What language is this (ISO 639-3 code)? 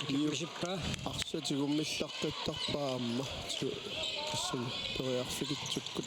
kal